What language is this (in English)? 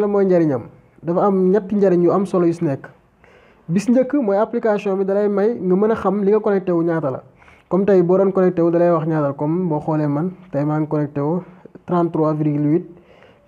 Wolof